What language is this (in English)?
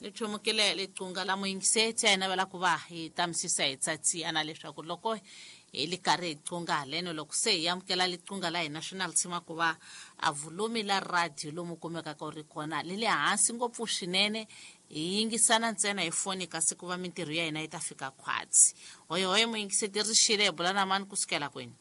Tsonga